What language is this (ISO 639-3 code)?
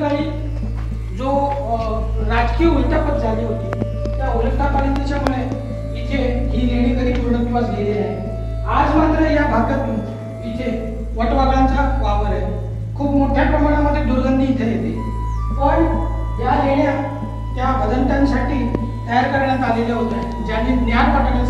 mar